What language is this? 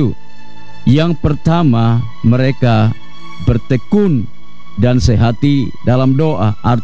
Indonesian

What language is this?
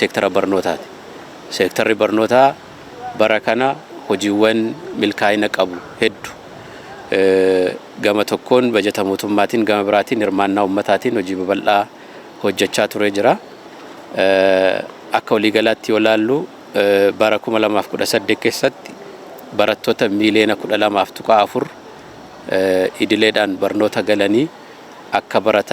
Oromo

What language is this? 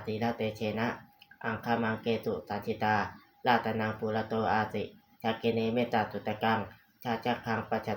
Pali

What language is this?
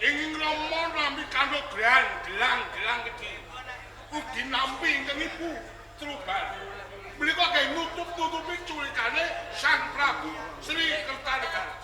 Javanese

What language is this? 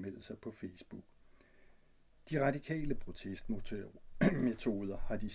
Danish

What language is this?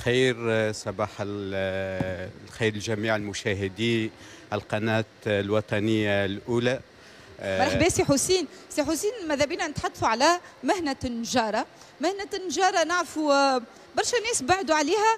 Tunisian Arabic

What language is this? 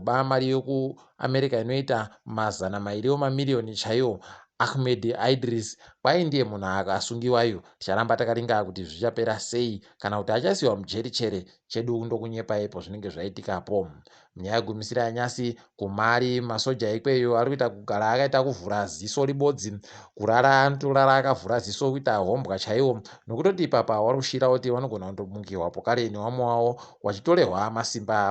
Ndau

